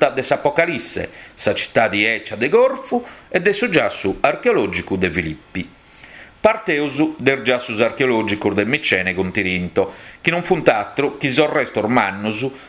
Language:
Sardinian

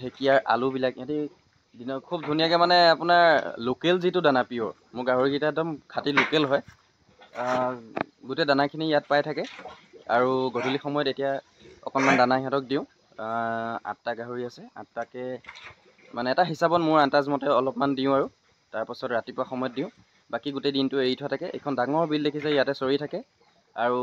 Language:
Assamese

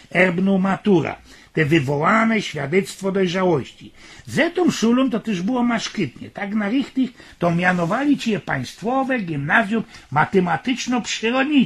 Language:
Silesian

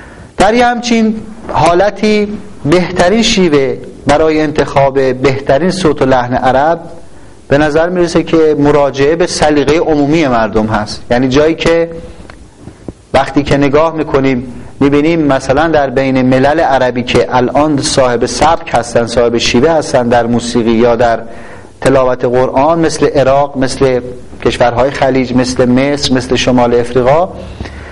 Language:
Persian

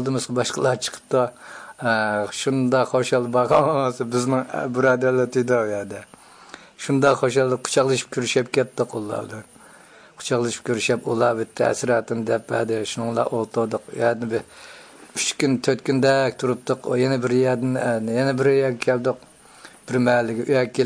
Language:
Uyghur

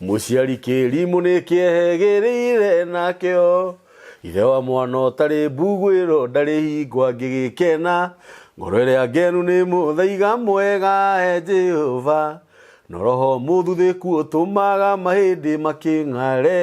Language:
Kikuyu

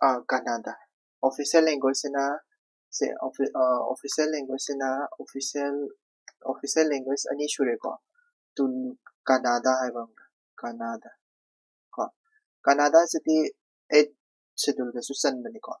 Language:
Manipuri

